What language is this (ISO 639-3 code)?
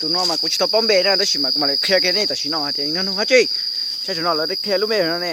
hmn